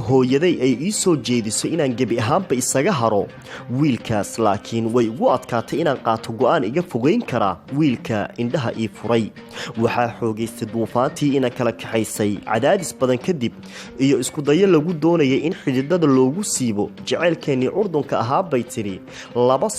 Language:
Somali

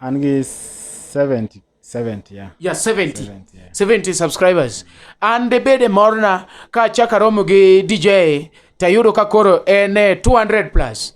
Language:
Luo (Kenya and Tanzania)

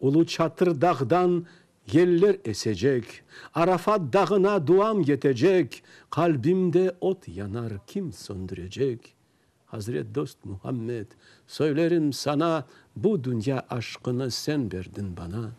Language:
Crimean Tatar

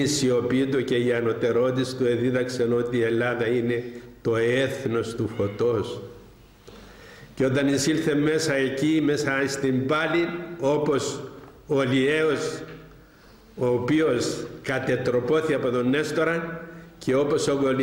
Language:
Greek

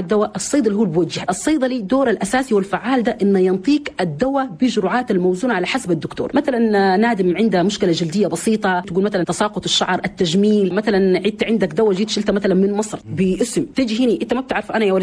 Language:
Chadian Arabic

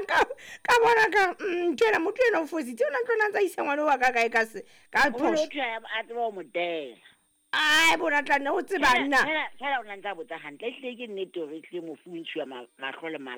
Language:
Southern Sotho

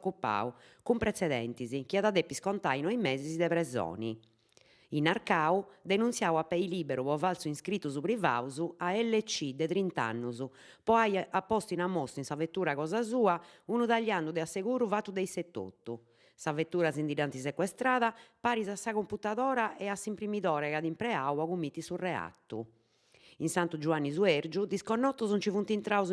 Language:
Sardinian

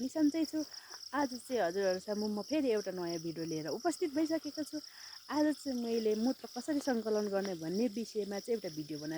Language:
Nepali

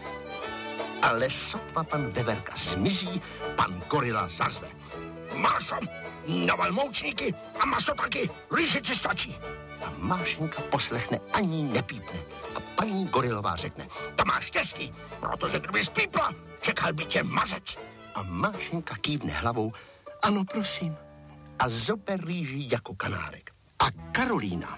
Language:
Czech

